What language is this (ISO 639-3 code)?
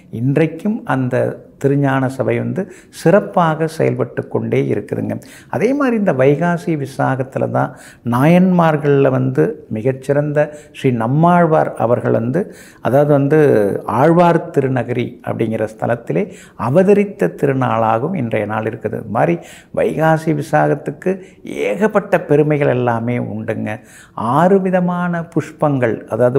tam